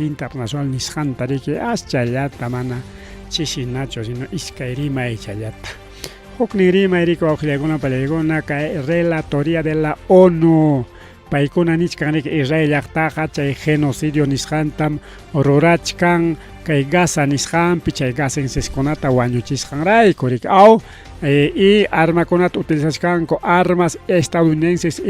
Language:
Ayacucho Quechua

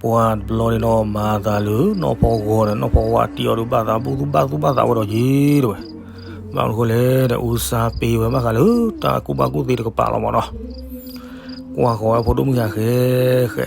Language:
S'gaw Karen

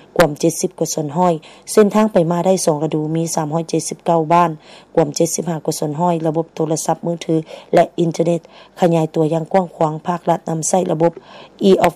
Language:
Lao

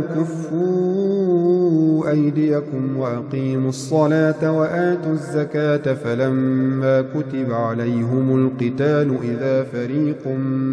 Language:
Arabic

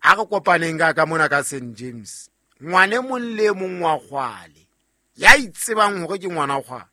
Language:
Southern Sotho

